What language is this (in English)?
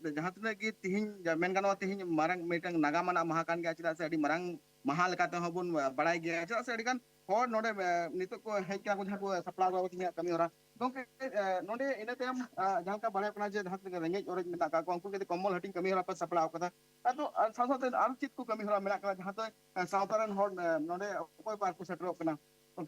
Santali